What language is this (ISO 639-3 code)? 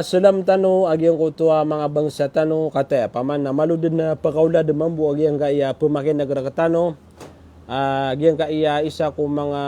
mrw